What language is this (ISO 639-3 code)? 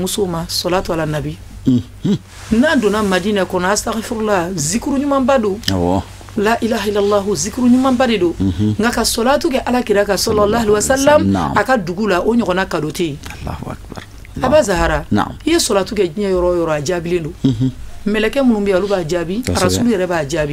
bam